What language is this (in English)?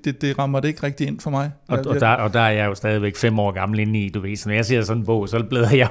Danish